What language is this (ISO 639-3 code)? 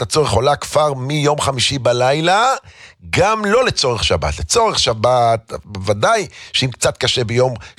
heb